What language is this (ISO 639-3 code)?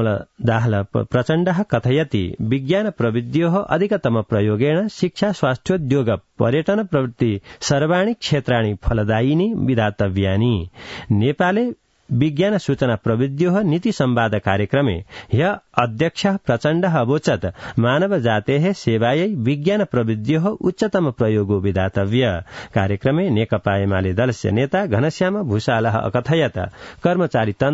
san